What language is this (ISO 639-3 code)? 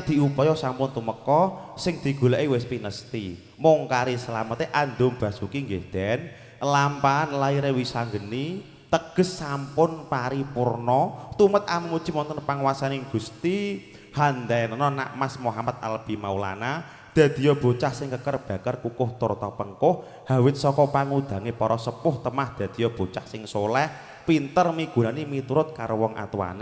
jav